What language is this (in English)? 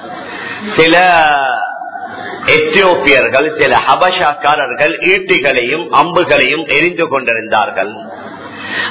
Tamil